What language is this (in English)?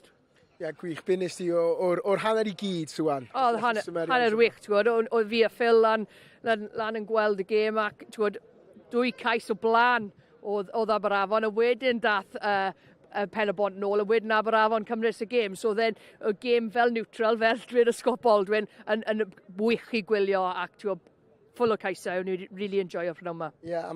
Welsh